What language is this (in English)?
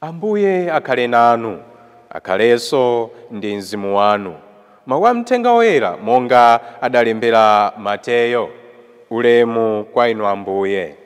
Nyanja